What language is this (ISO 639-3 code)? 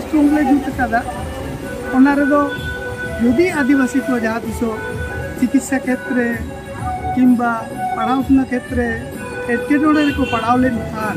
sat